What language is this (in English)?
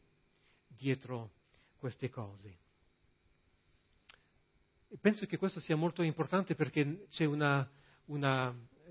Italian